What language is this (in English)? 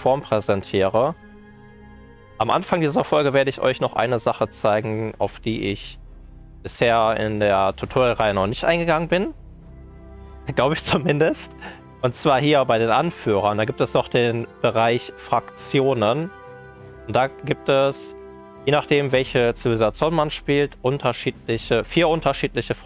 German